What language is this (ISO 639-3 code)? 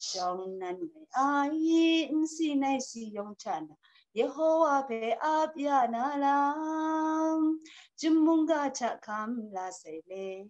kac